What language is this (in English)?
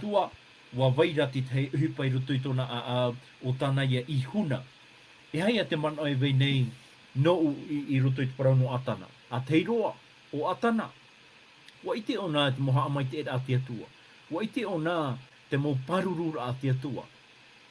Tahitian